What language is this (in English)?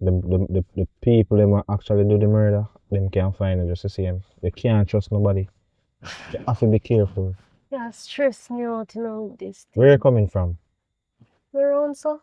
Jamaican Creole English